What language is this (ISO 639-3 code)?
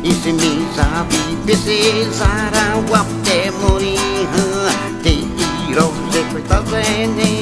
xav